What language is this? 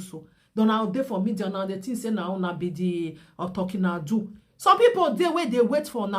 Nigerian Pidgin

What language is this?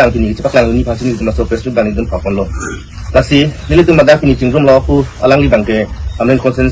Karbi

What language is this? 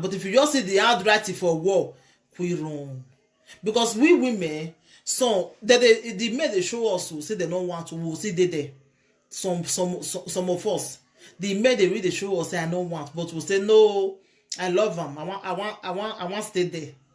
Nigerian Pidgin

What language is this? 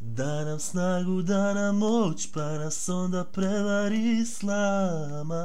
Serbian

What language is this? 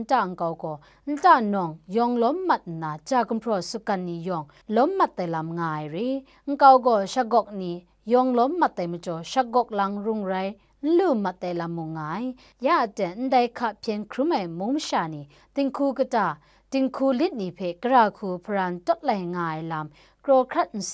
Kachin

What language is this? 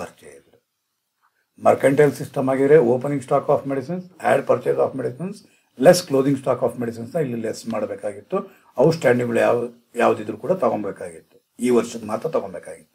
Kannada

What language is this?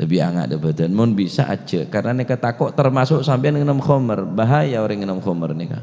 Madurese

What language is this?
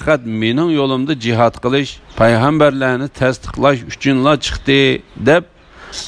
Uyghur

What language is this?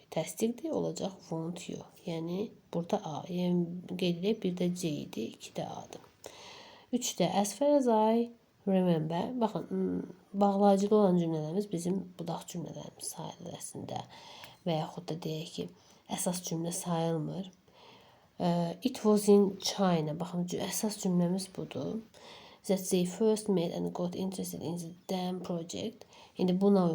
Azerbaijani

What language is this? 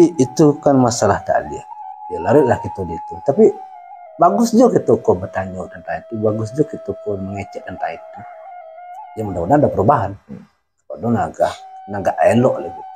Minangkabau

